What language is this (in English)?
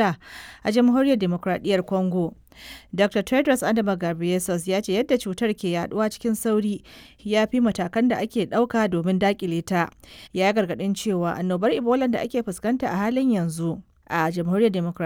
Hausa